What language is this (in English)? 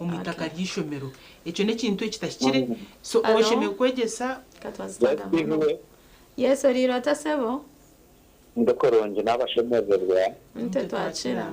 Nyankole